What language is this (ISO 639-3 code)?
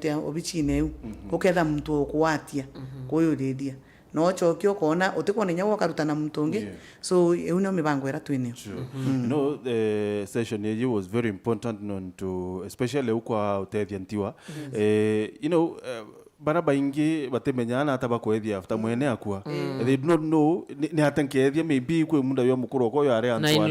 mer